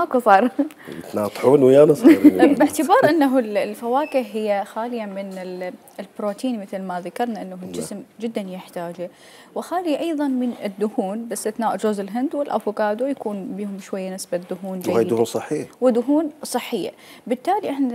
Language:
Mesopotamian Arabic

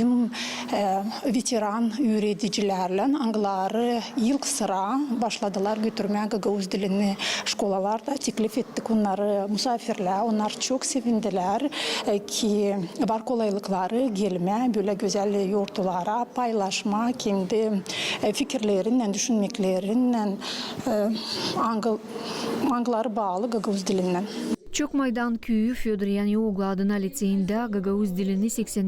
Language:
Gagauz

